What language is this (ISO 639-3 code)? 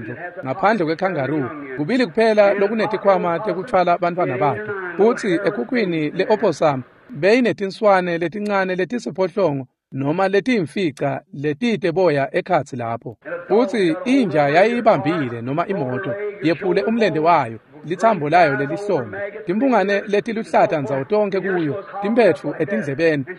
ssw